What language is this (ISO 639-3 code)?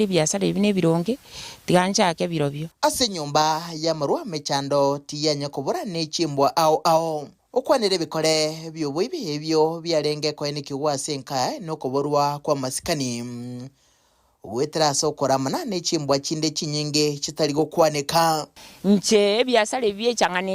guz